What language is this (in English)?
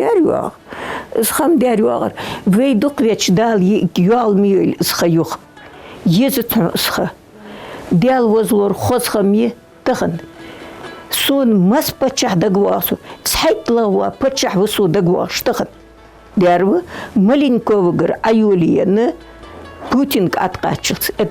Ingush